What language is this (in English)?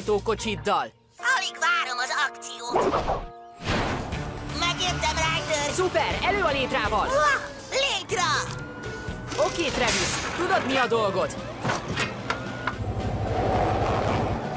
Hungarian